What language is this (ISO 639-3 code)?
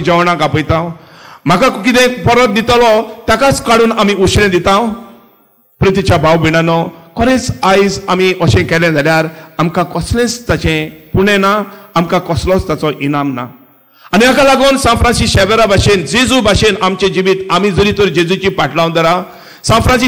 kok